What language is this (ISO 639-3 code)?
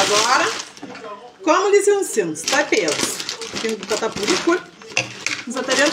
kea